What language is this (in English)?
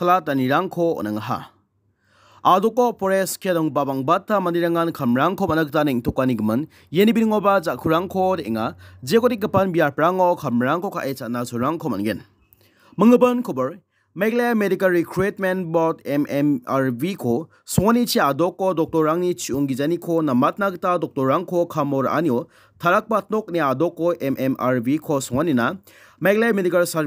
Garo